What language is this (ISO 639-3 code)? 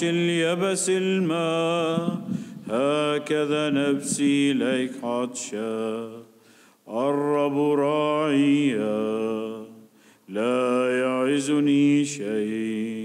ara